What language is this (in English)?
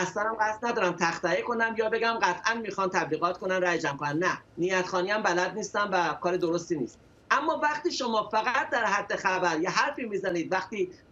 Persian